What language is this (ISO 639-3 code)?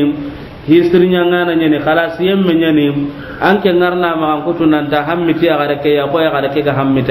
snk